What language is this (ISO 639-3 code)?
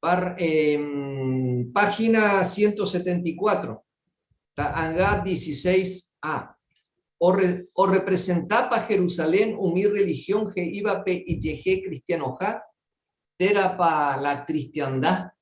grn